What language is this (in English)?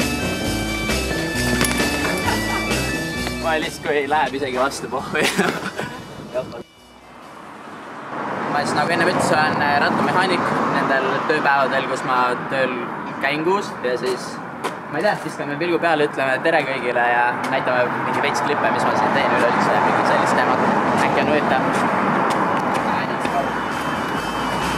Estonian